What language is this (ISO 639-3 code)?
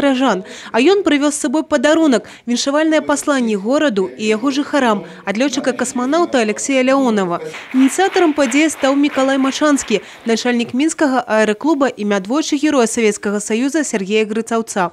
bel